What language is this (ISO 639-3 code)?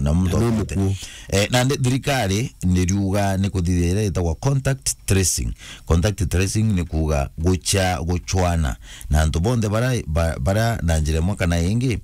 mer